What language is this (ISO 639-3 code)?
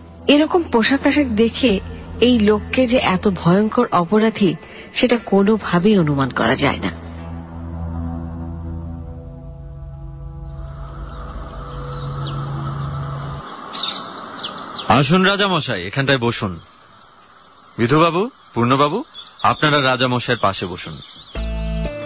ben